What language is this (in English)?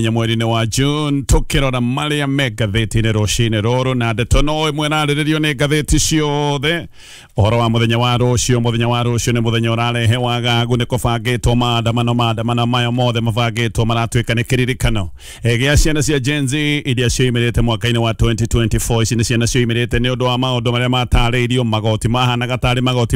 Kikuyu